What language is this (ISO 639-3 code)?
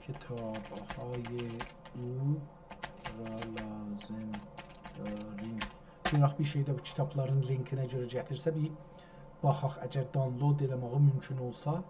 azb